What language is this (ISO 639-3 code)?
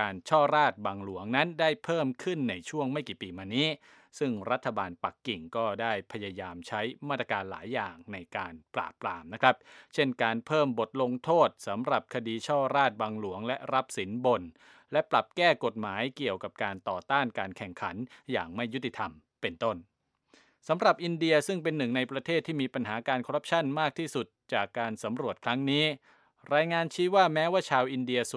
tha